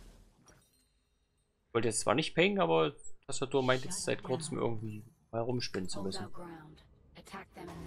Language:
German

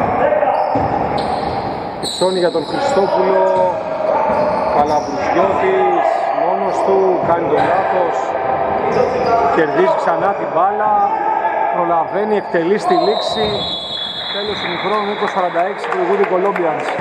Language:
Greek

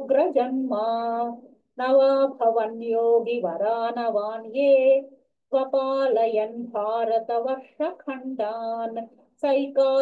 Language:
Sanskrit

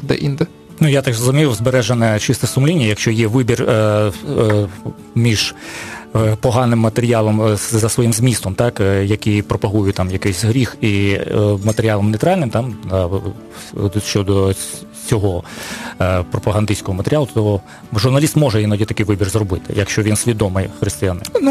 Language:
Ukrainian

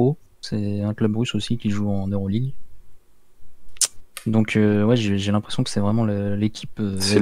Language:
French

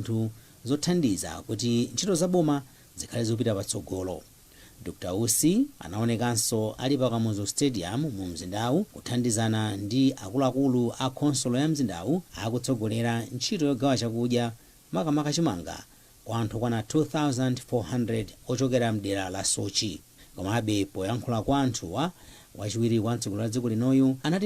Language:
Nyanja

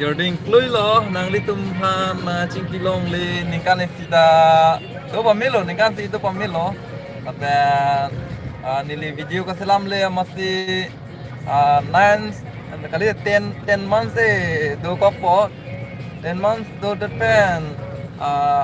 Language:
Karbi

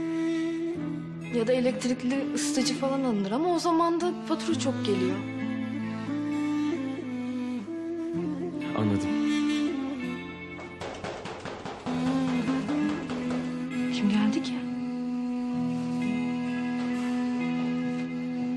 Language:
Turkish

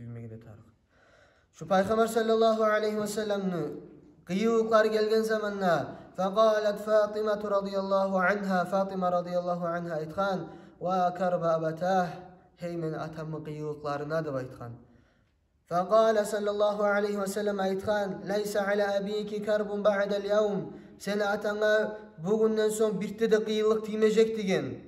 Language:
Kumyk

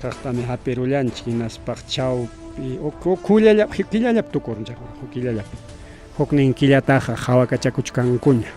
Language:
Ayacucho Quechua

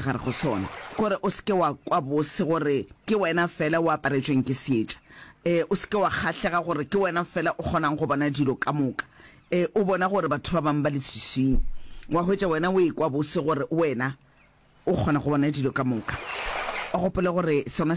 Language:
Northern Sotho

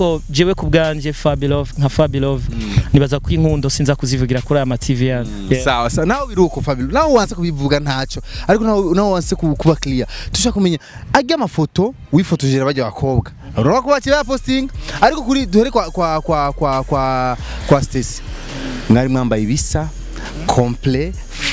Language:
Rundi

